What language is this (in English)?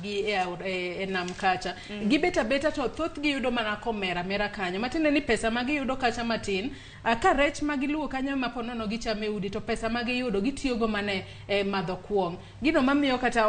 Luo (Kenya and Tanzania)